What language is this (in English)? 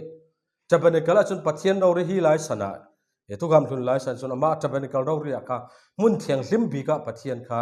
Falam Chin